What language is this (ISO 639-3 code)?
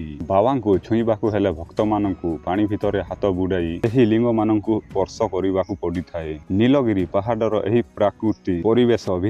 ori